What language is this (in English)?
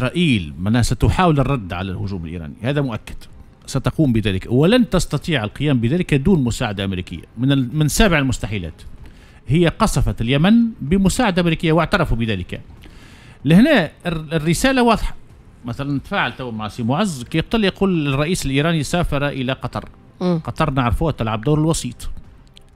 Tunisian Arabic